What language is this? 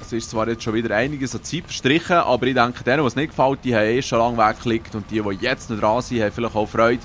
Swiss German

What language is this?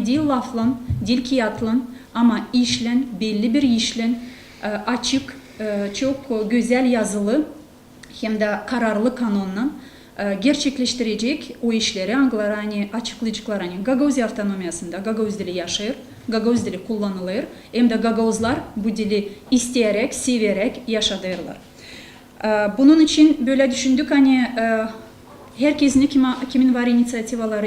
Gagauz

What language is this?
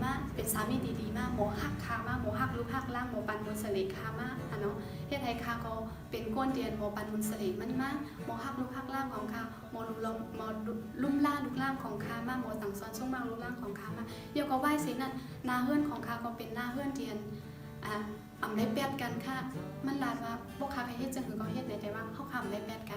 Shan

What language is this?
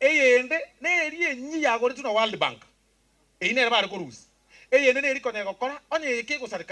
Gusii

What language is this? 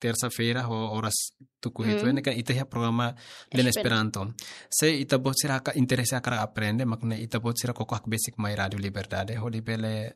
Tetum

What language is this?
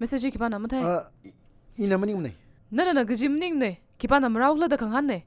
Tangkhul Naga (India)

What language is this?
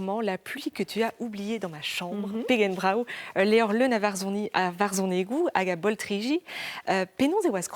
Breton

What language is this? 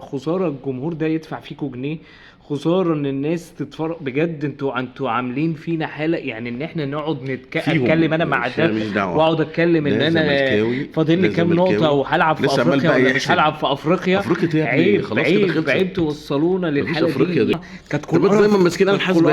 Egyptian Arabic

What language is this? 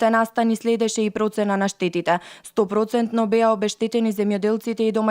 Macedonian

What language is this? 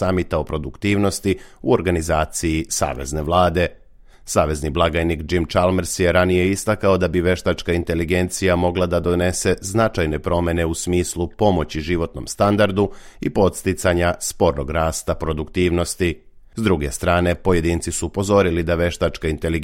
Serbian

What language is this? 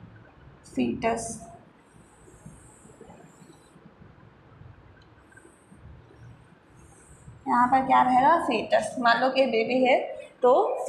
Hindi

